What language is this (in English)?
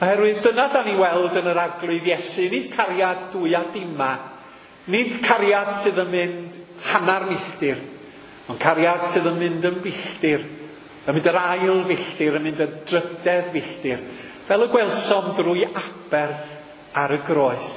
Welsh